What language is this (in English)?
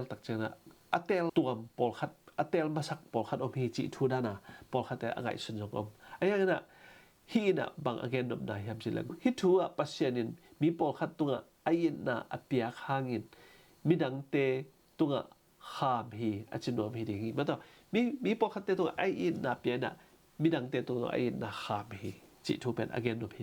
Tedim Chin